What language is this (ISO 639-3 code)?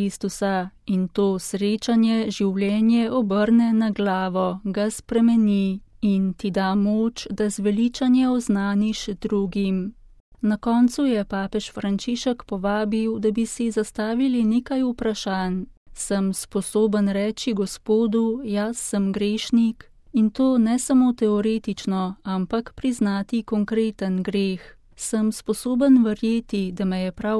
slv